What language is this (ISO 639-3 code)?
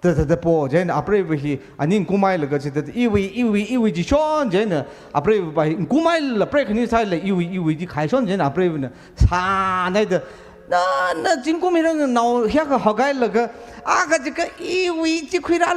nmf